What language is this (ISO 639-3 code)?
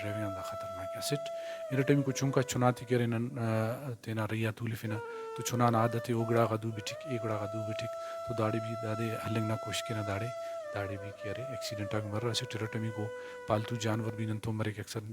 brh